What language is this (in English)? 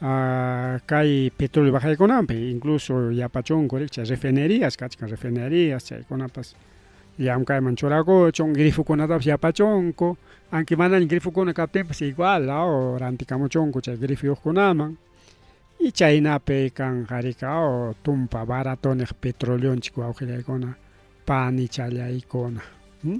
Ayacucho Quechua